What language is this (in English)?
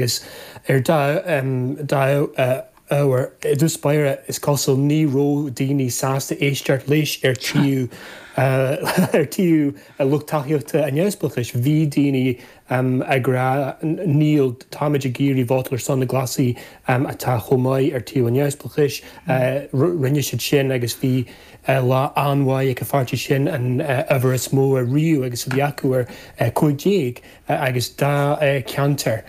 Irish